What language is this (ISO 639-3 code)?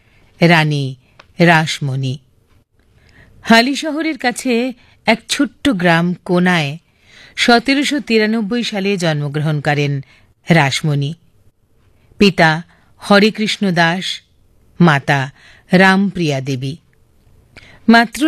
ben